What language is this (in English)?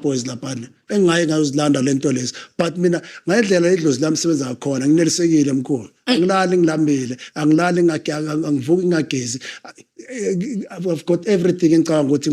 Zulu